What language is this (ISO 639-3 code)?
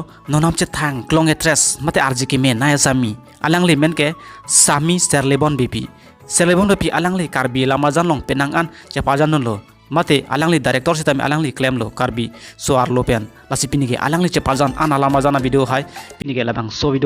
mjw